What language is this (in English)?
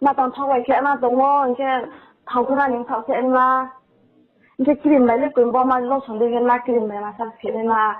Riang (India)